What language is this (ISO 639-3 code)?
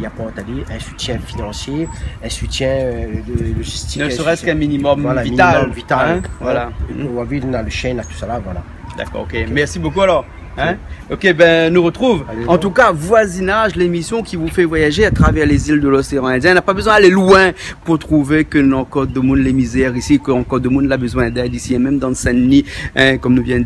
rcf